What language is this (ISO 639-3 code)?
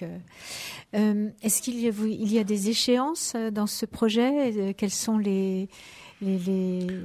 fra